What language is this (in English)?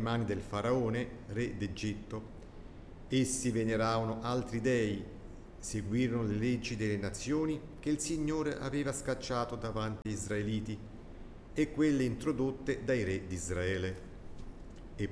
Italian